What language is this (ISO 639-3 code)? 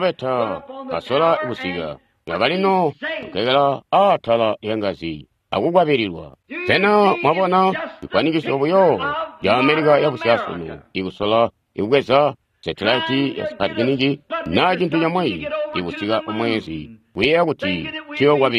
toi